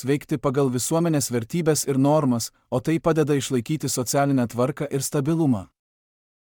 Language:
Lithuanian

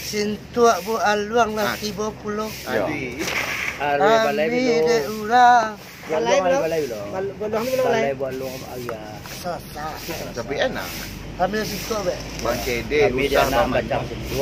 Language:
Minangkabau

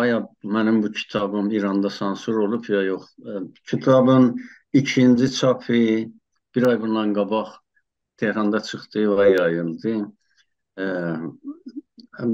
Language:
South Azerbaijani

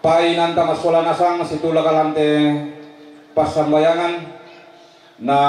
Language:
Toraja-Sa'dan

